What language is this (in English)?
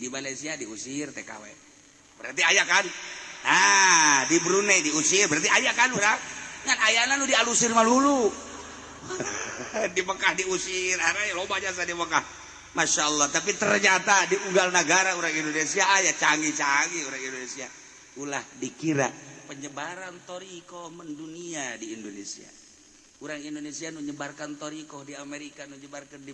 Sundanese